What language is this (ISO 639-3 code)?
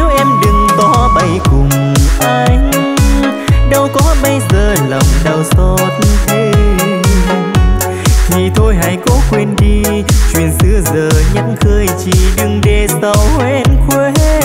vie